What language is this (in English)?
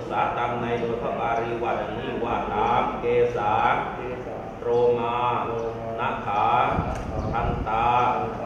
Thai